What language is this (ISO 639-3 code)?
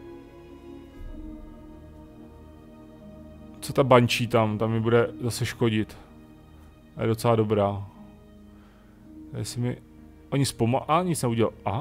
ces